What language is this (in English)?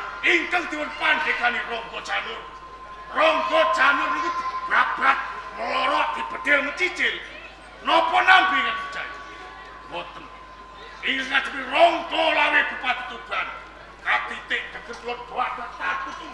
Javanese